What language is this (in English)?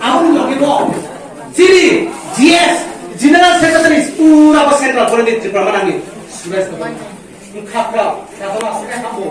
Riang (India)